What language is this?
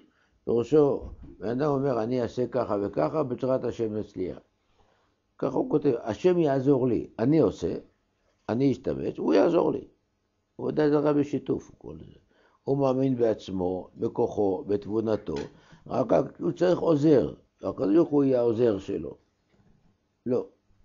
Hebrew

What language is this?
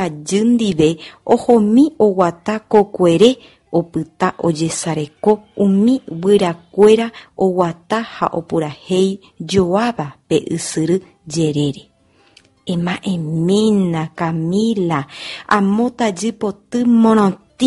Guarani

